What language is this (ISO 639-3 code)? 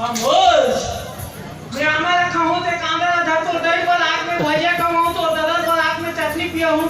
hne